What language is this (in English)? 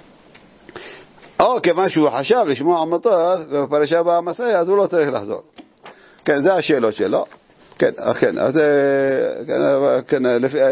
Hebrew